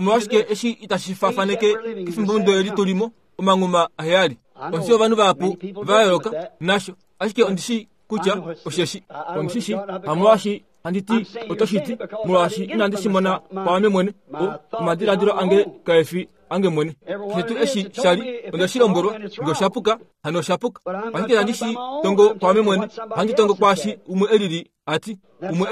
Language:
Kuanyama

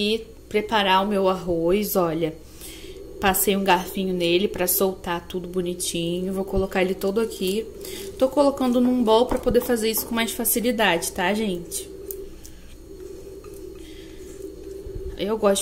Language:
Portuguese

